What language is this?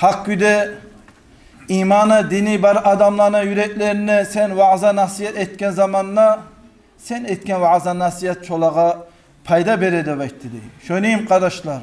Kumyk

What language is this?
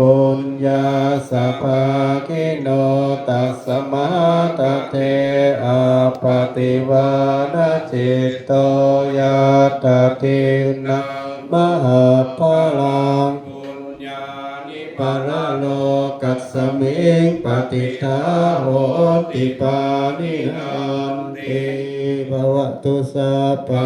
Pali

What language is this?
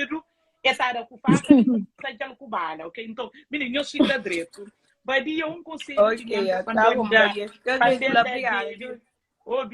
Kabuverdianu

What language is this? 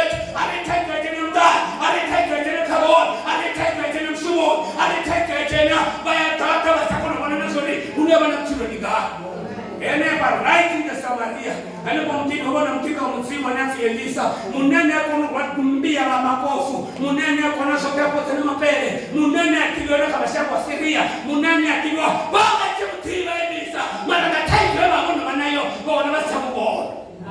Venda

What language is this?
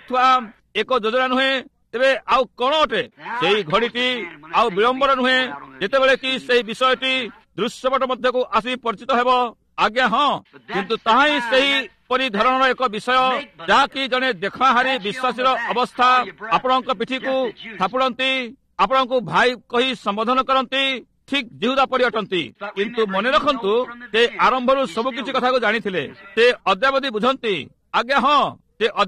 Odia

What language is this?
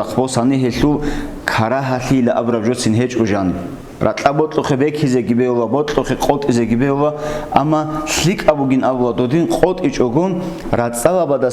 Avaric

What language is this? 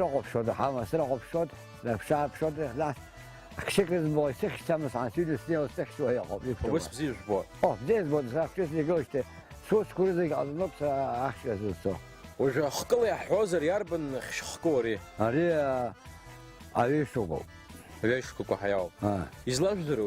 Abkhazian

